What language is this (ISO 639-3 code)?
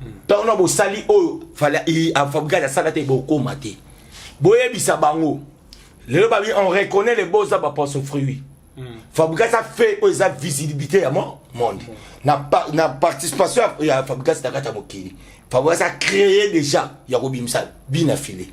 lin